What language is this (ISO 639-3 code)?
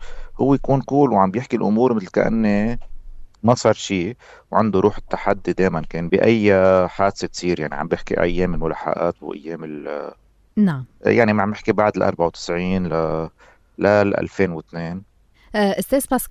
apc